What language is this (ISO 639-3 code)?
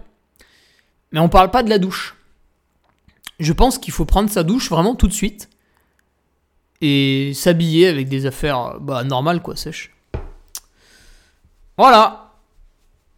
fra